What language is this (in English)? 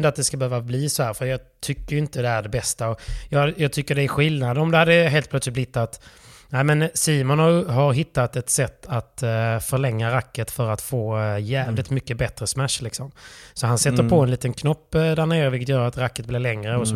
Swedish